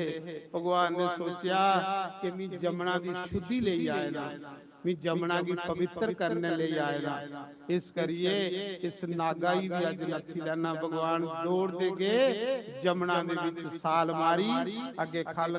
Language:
Dogri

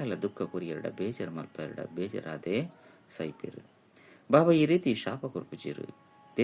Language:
Tulu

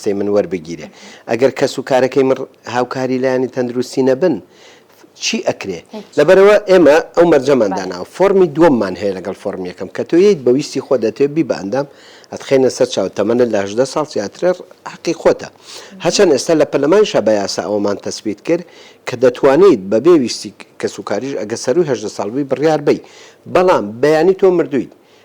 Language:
Central Kurdish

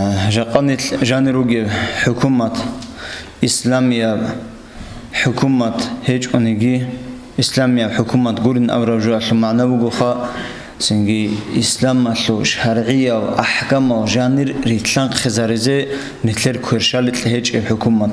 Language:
Avaric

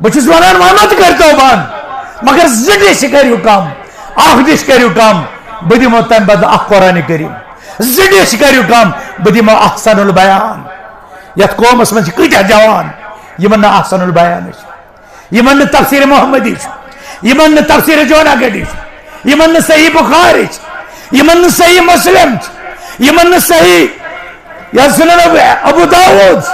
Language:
Kashmiri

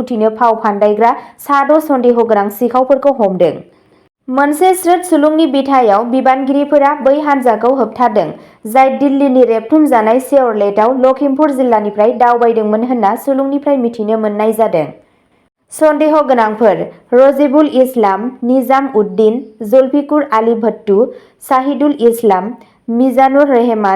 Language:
Bodo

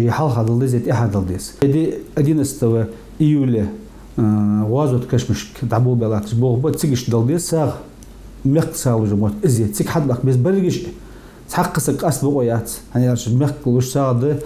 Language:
Ingush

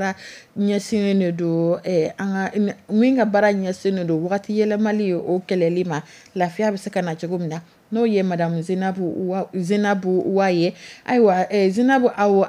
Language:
Dyula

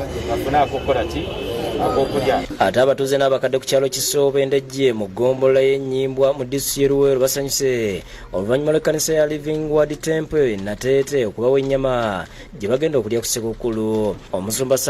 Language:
Ganda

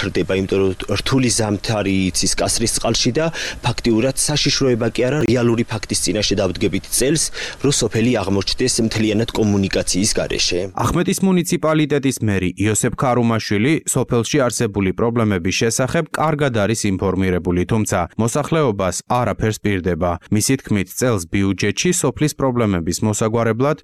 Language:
Georgian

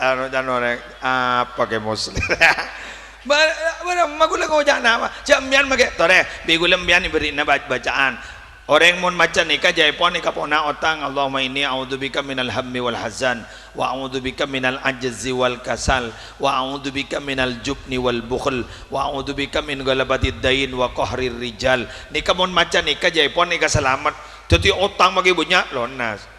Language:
Madurese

